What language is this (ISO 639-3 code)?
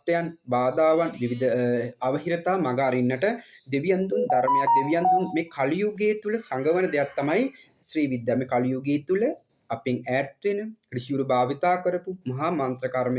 sin